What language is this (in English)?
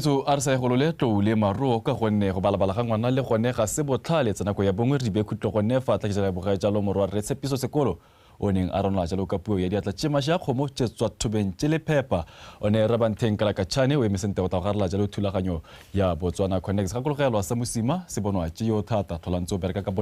Tswana